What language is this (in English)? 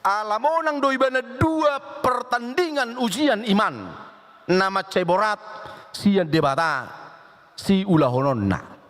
Batak Toba